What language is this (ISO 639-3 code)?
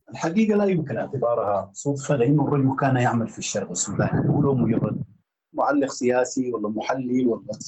apd